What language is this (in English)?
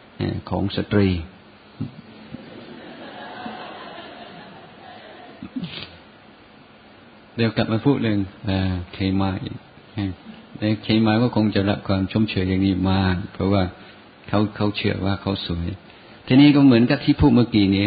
Thai